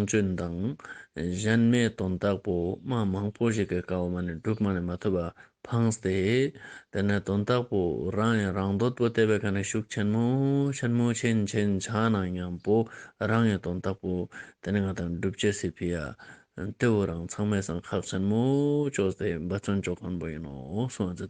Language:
Ladakhi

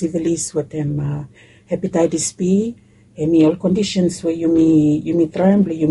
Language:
Bislama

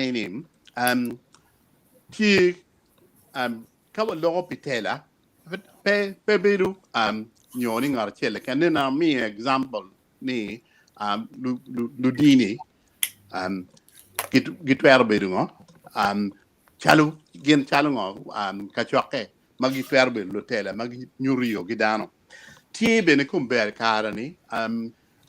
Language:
Acoli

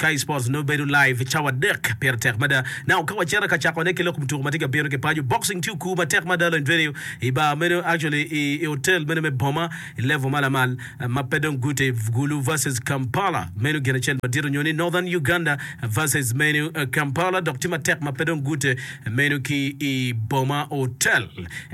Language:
Acoli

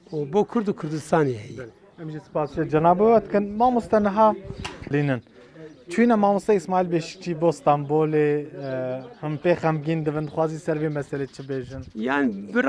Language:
Kurdish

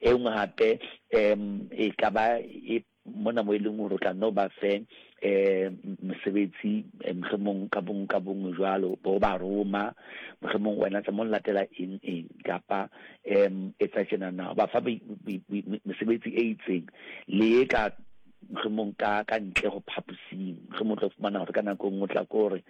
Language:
Southern Sotho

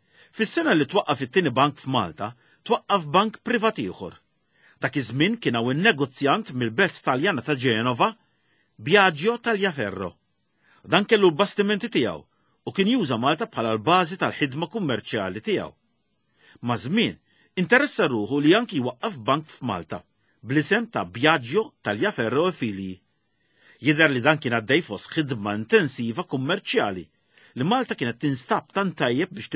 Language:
Maltese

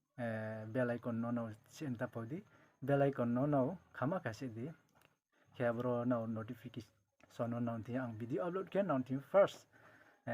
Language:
Riang (India)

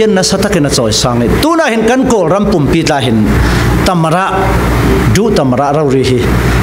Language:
Falam Chin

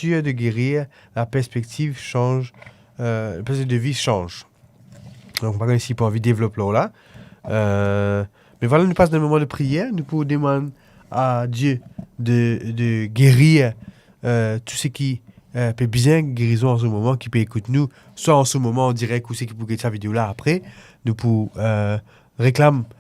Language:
Morisyen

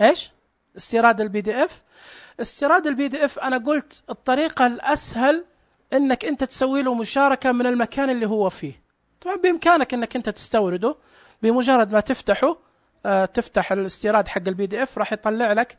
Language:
Najdi Arabic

